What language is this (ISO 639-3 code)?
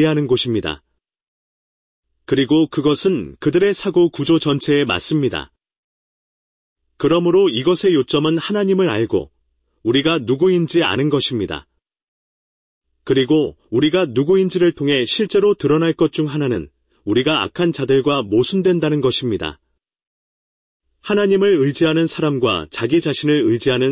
kor